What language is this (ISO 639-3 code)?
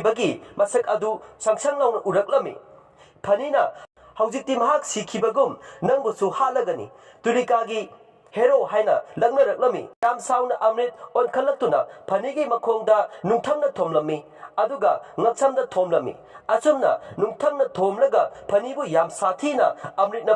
mni